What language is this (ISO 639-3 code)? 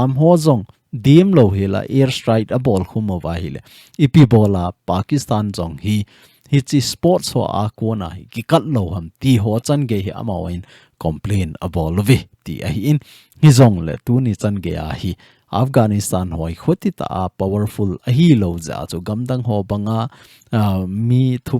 tcz